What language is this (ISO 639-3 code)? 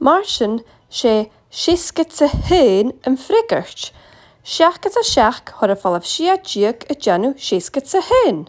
gla